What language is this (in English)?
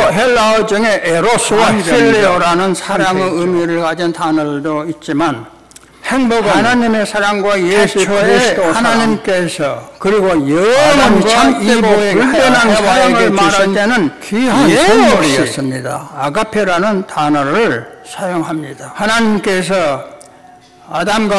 Korean